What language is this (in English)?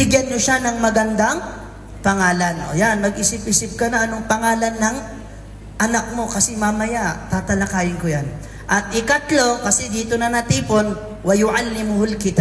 Maranao